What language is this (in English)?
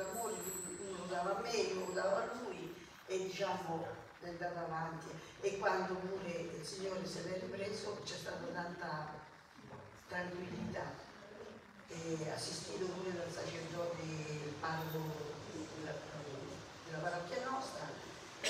Italian